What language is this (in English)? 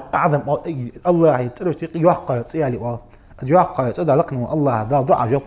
Ingush